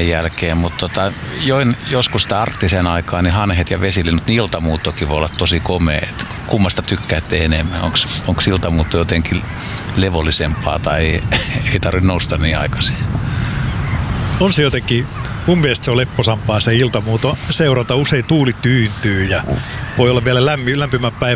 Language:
Finnish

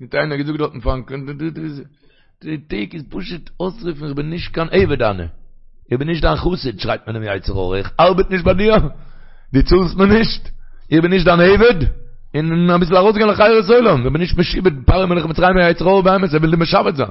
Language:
Yiddish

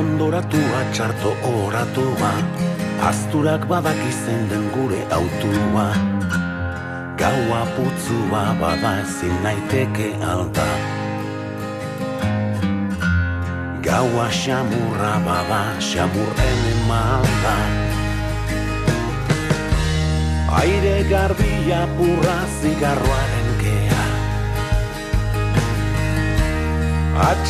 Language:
Basque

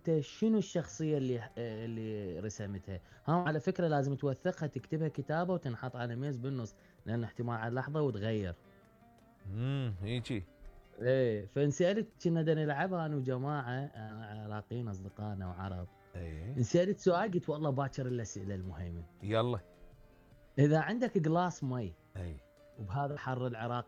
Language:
Mesopotamian Arabic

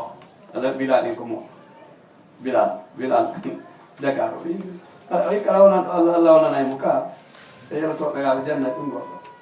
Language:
Fula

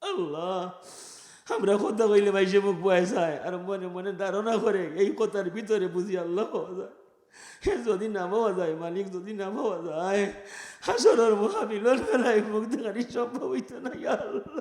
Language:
Sylheti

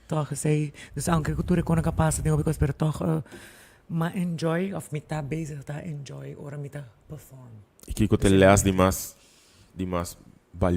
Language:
Papiamento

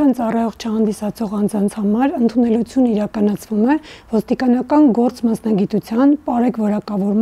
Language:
Armenian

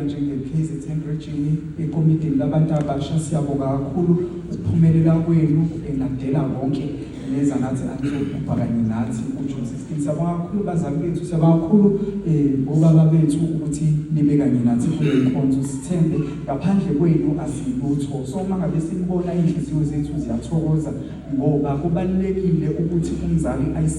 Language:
Zulu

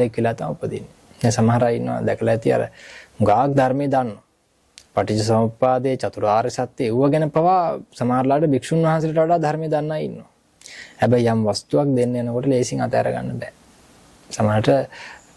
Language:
Sinhala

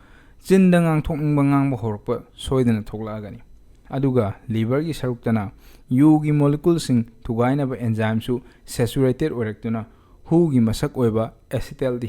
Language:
Manipuri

